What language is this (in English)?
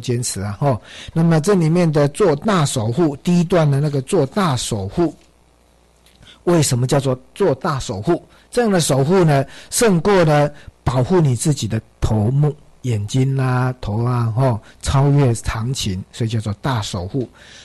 Chinese